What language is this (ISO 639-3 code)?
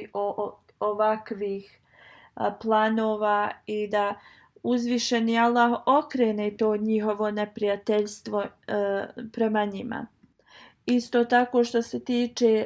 bos